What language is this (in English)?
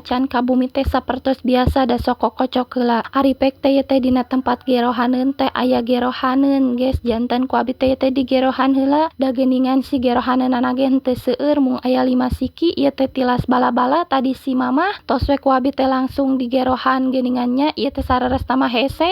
Sundanese